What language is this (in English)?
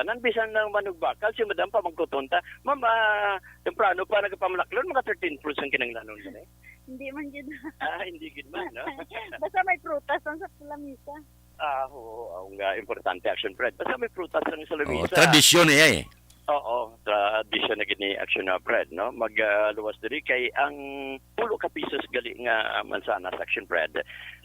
Hiligaynon